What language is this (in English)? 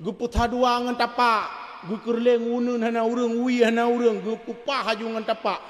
Achinese